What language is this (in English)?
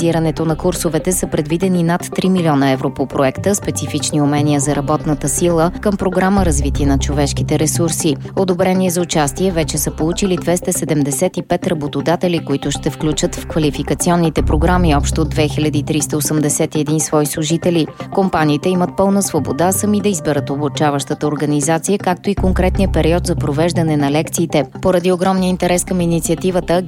Bulgarian